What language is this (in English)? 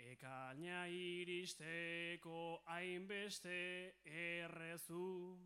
Basque